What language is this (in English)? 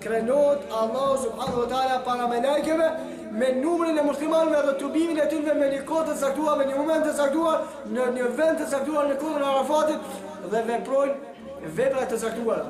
Albanian